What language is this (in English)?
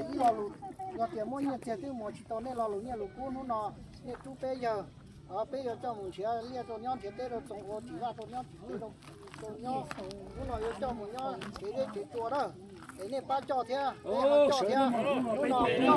Hmong